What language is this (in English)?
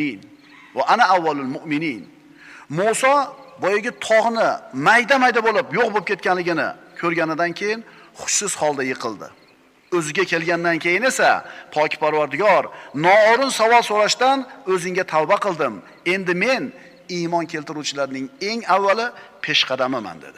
Uzbek